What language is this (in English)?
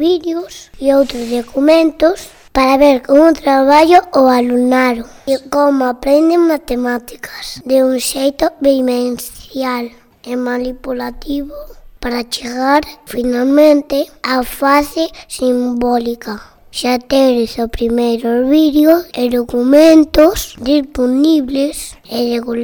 Galician